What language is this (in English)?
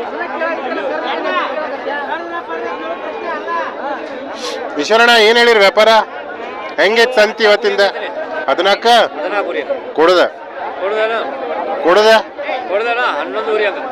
Kannada